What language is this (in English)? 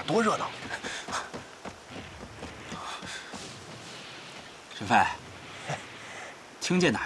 Chinese